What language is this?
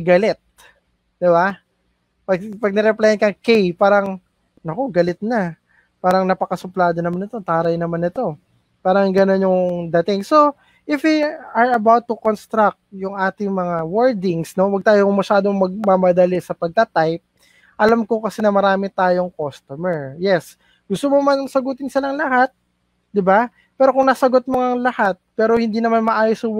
Filipino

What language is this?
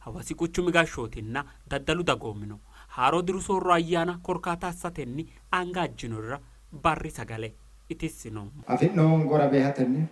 Sidamo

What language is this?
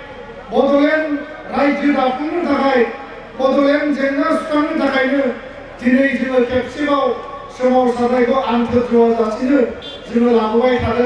Bodo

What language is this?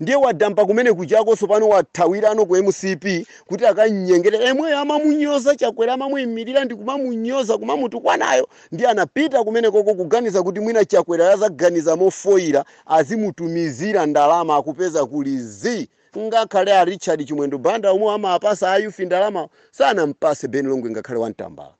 Nyanja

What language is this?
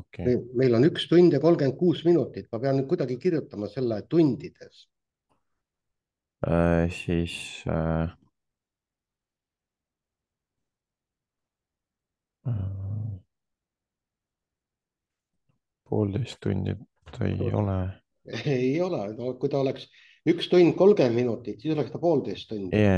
Estonian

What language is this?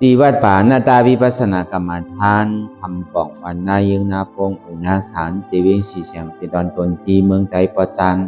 Shan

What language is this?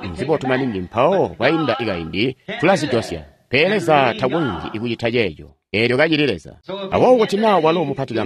Tonga (Zambia)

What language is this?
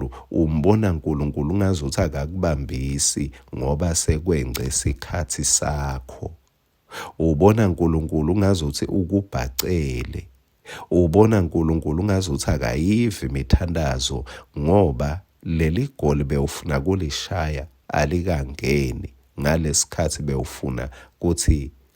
Swati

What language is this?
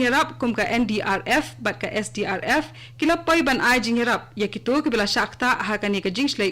Khasi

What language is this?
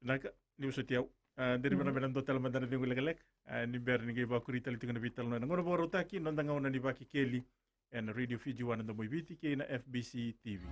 Fijian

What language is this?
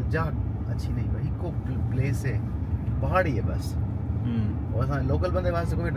Saraiki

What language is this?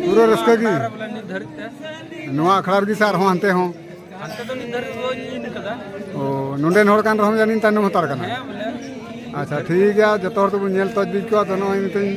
Santali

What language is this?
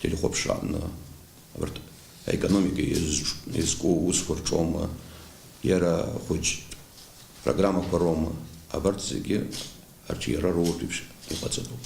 Abkhazian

